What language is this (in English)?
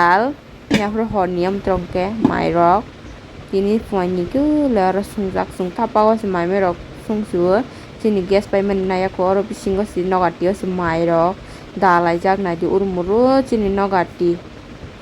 Kok Borok